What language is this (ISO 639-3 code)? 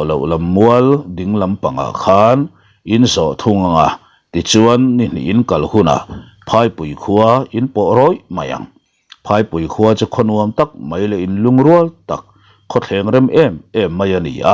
lus